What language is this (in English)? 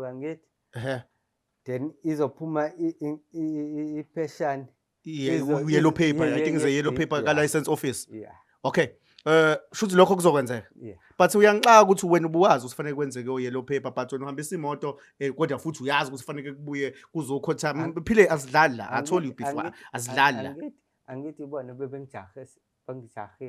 Zulu